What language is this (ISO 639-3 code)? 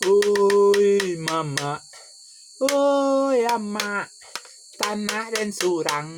min